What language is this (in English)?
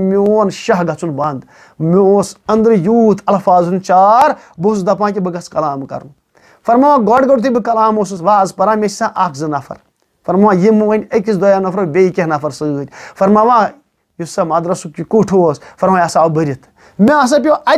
Kashmiri